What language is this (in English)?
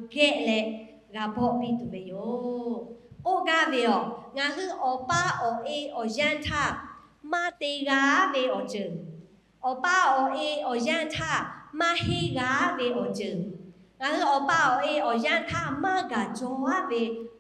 Lahu